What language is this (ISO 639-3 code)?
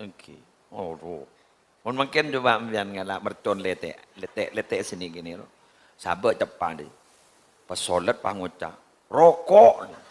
mad